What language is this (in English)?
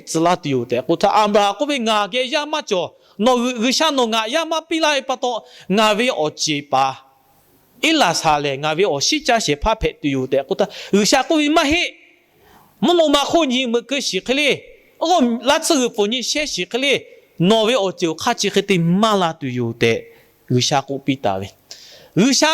Lahu